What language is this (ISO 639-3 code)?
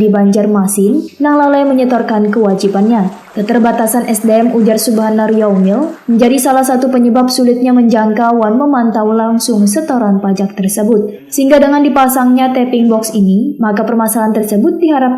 bjn